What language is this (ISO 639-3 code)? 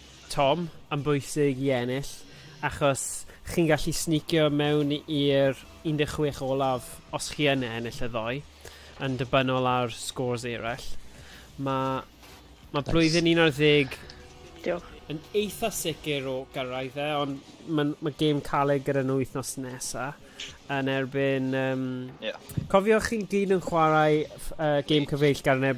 cym